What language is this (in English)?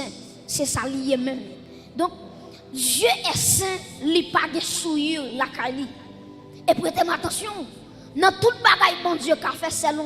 Haitian Creole